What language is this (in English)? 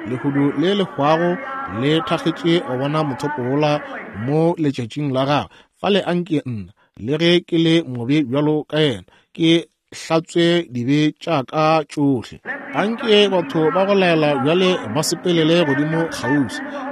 Northern Sotho